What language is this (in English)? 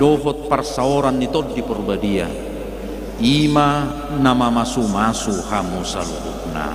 Batak Toba